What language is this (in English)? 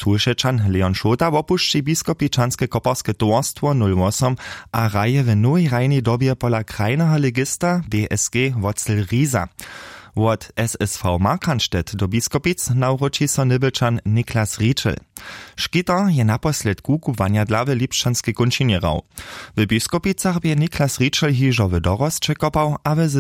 Upper Sorbian